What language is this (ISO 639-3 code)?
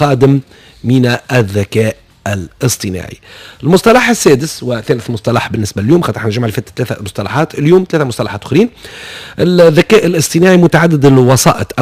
aeb